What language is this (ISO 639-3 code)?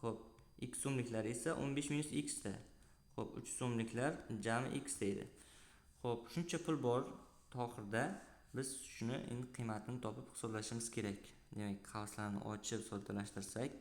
uzb